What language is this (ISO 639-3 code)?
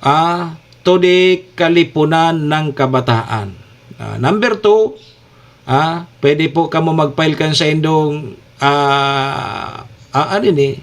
bik